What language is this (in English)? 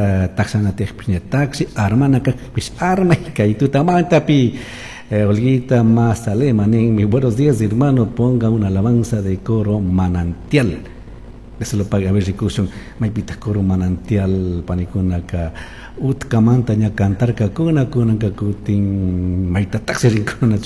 Chimborazo Highland Quichua